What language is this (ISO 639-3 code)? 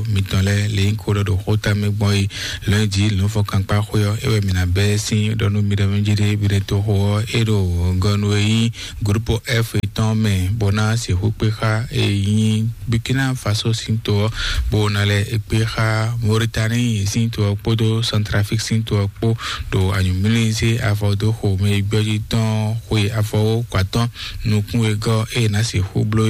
fon